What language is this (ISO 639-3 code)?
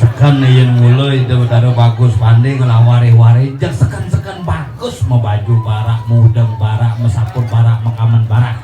ban